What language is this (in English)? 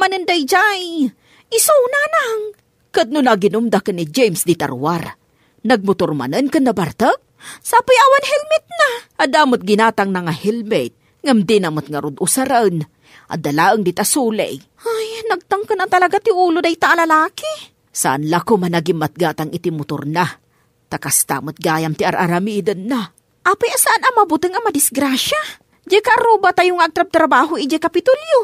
Iloko